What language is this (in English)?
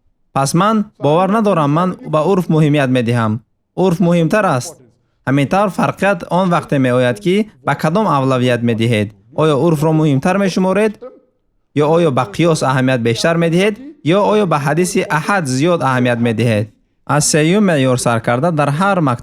Tajik